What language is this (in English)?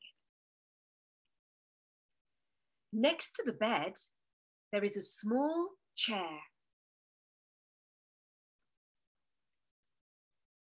English